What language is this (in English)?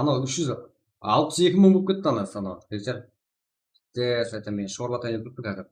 Kara-Kalpak